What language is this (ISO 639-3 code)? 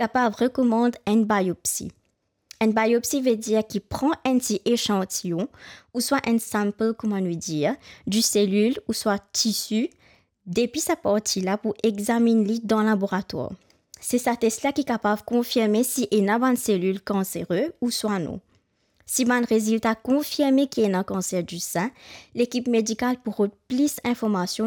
mfe